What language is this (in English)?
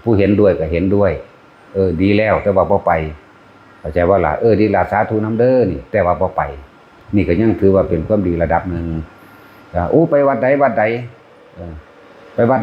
Northeastern Thai